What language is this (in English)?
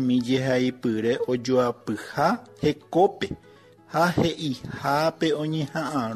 Guarani